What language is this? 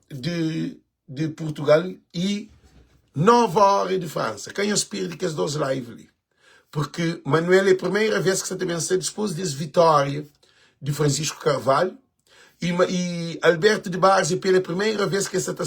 Kabuverdianu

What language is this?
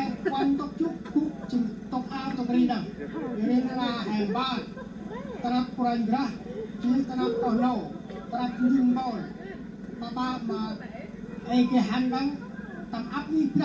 Central Mnong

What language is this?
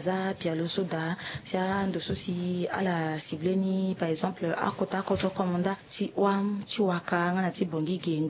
Sango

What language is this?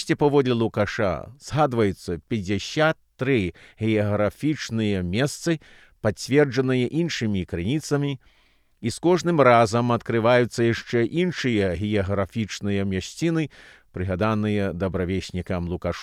Belarusian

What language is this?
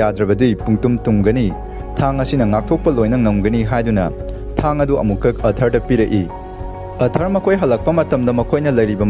Manipuri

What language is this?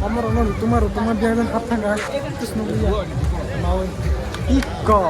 Kok Borok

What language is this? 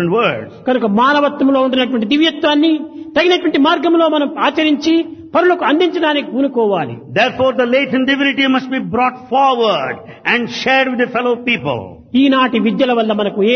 Telugu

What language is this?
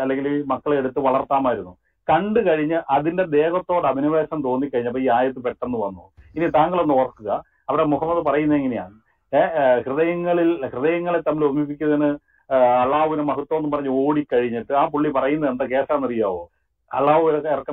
Malayalam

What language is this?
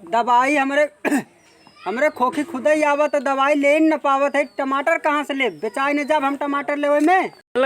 Awadhi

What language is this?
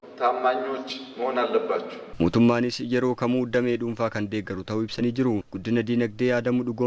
Oromo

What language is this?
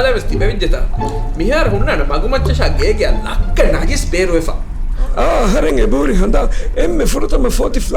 Divehi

